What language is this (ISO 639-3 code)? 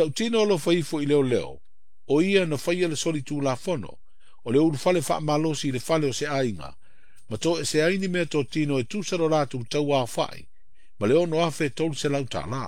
smo